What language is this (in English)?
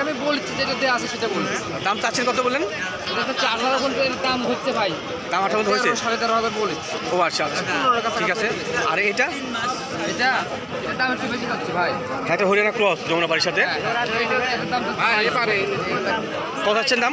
Bangla